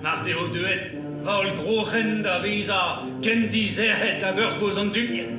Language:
Breton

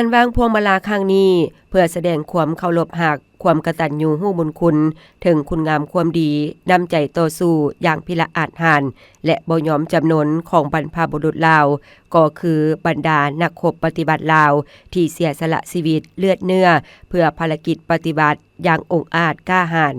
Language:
Lao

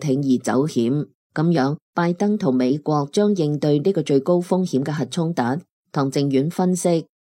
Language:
Cantonese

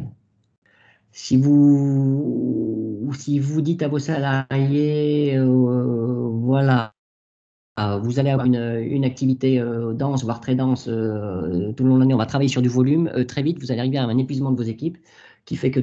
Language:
French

